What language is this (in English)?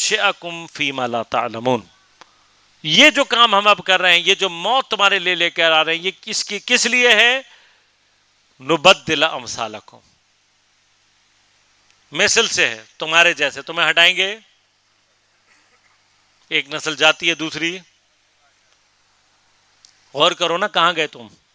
Urdu